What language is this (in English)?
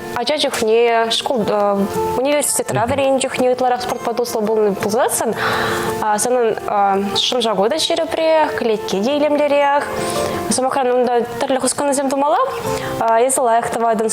Chuvash